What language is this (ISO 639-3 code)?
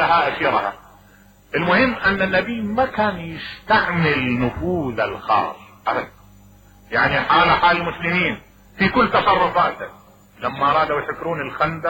acm